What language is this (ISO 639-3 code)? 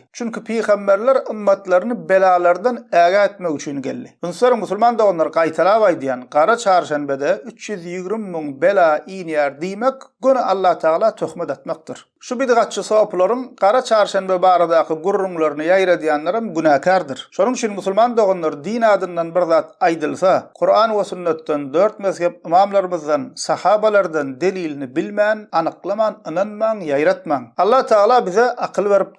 tuk